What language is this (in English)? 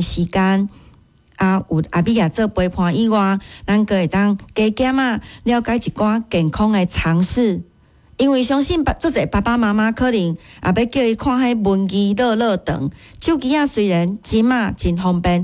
Min Nan Chinese